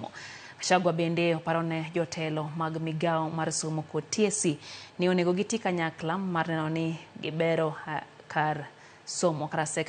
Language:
Luo (Kenya and Tanzania)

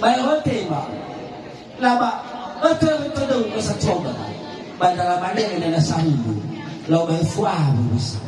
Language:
Nias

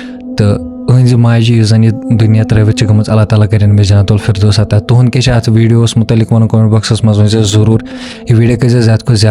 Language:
Kashmiri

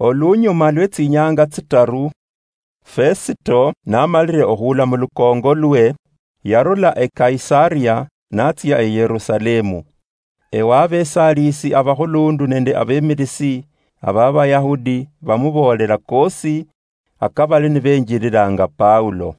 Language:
Luyia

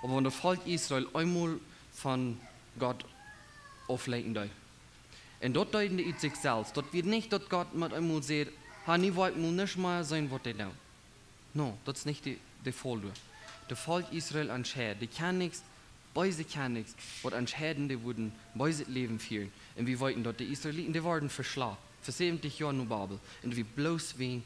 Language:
Plautdietsch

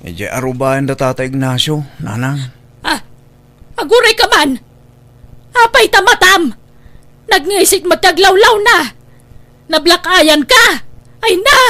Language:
Iloko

